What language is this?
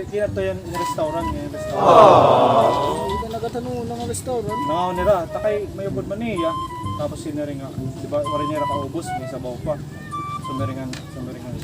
Waray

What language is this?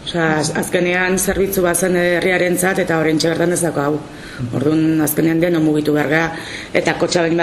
Basque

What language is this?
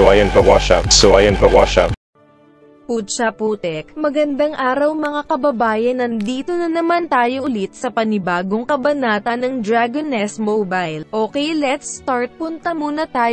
Filipino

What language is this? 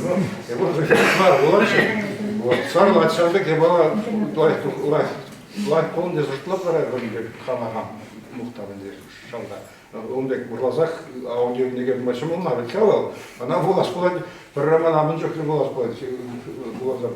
Chuvash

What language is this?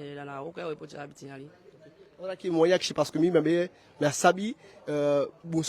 Eastern Maroon Creole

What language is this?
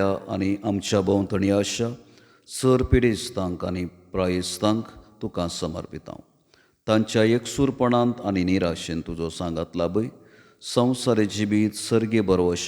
Konkani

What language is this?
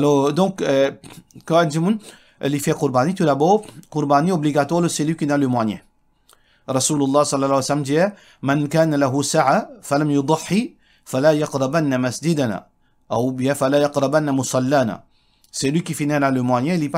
Morisyen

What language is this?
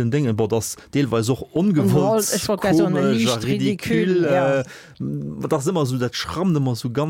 Luxembourgish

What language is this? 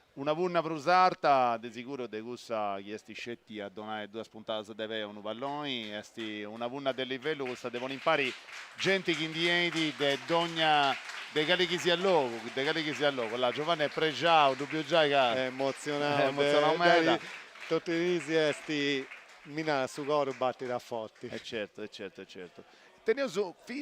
Sardinian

